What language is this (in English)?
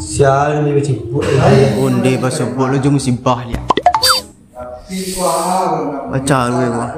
Minangkabau